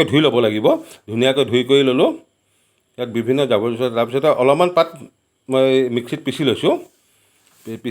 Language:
Assamese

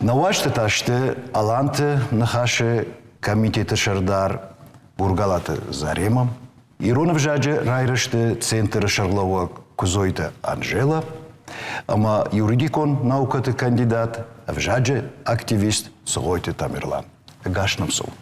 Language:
Ossetic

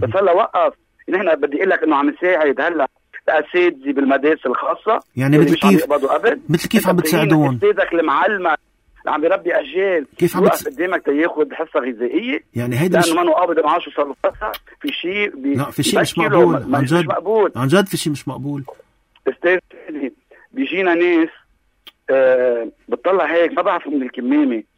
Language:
North Levantine Arabic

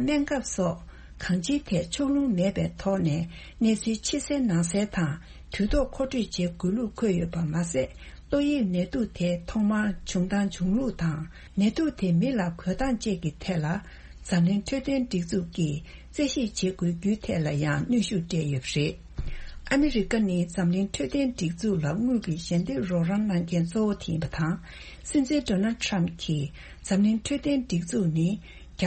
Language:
Tibetan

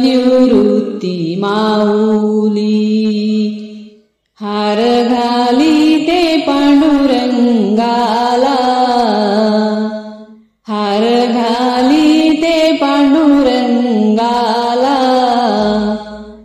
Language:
Marathi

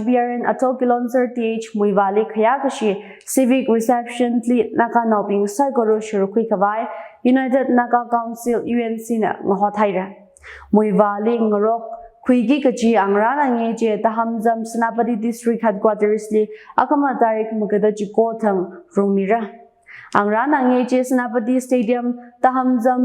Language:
Tangkhul Naga (India)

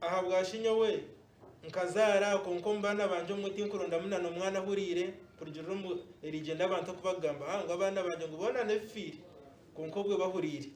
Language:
Nyankole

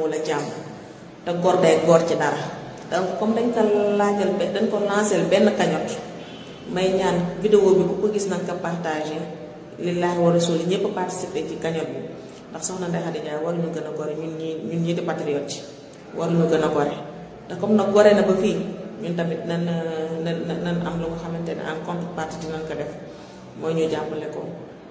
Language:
Wolof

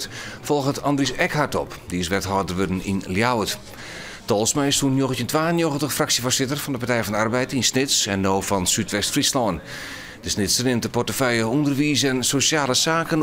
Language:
Western Frisian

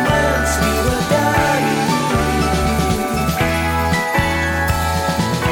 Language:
Indonesian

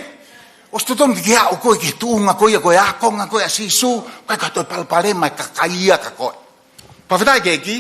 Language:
Tongan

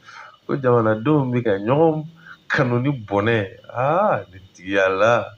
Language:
Bambara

